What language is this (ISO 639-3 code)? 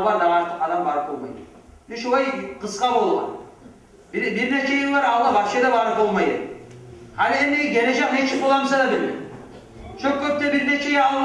kum